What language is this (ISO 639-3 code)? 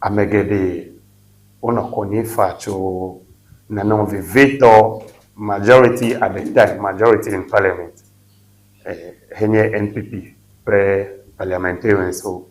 ewe